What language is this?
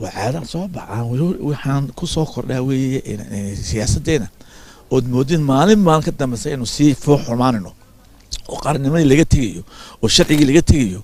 Somali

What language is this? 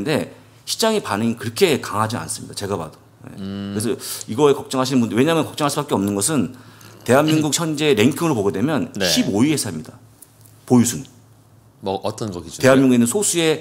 Korean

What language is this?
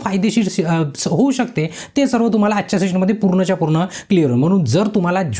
Marathi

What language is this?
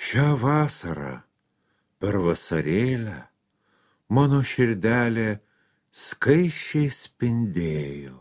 Lithuanian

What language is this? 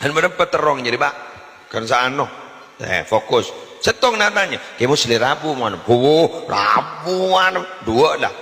Madurese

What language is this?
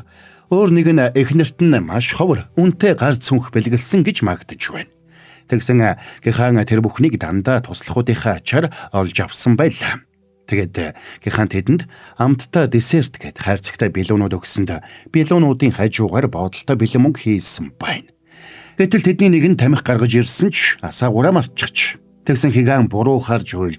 Mongolian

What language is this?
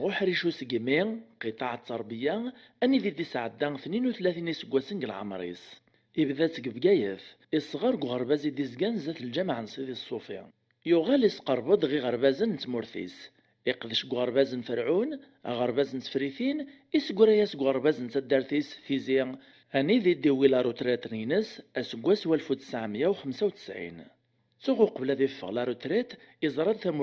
Kabyle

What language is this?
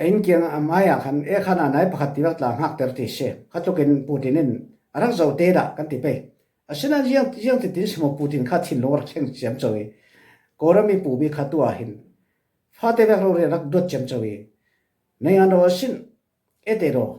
Falam Chin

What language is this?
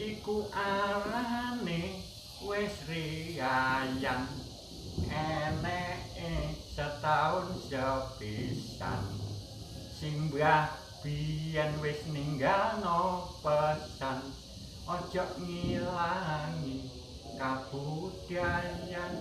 Javanese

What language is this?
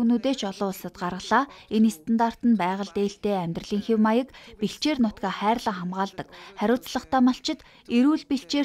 Mongolian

